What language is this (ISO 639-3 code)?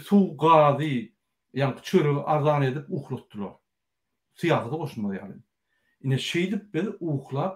tuk